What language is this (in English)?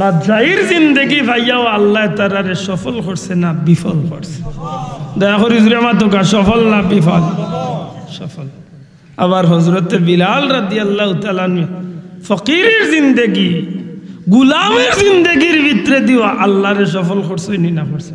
Sylheti